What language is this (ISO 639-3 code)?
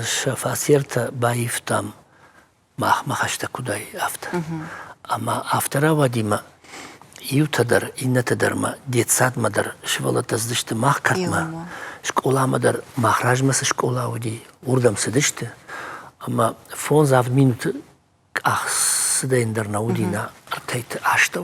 oss